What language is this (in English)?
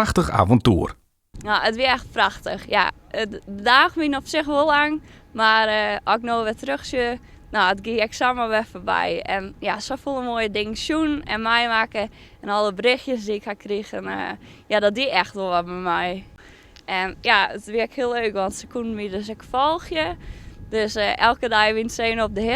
Western Frisian